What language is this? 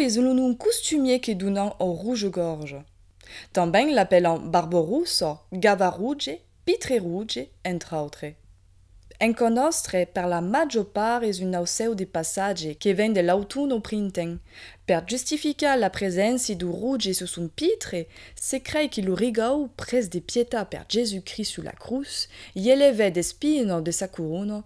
Occitan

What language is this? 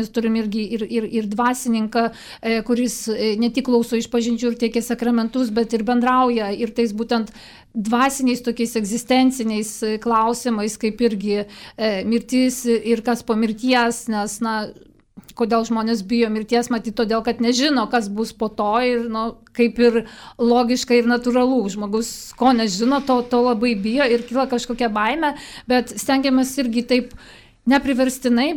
Lithuanian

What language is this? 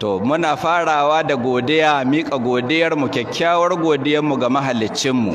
Hausa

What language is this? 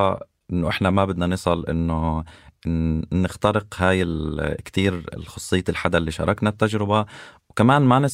North Levantine Arabic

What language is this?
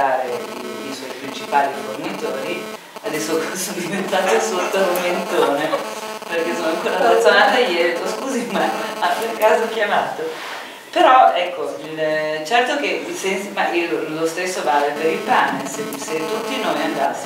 Italian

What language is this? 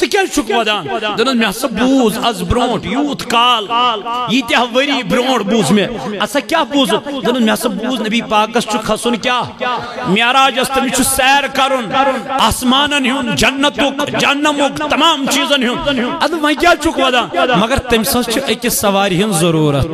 Kashmiri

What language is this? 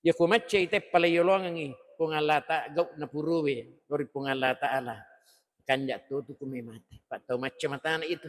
Buginese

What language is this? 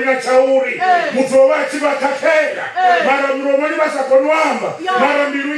Venda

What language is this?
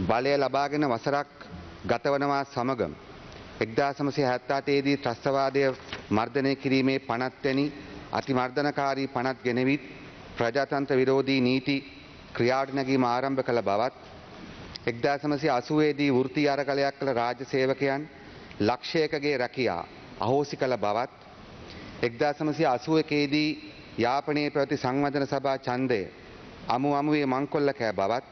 Sinhala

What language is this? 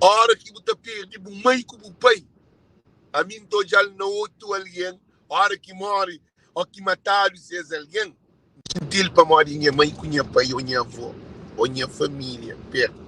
Kabuverdianu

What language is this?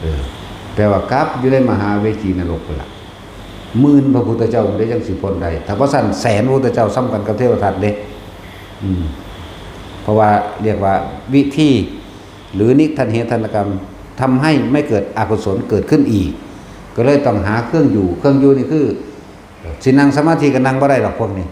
Northeastern Thai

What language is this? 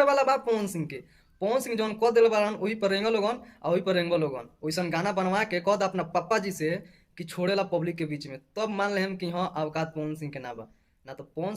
Bhojpuri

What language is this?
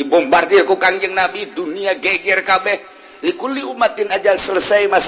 Sundanese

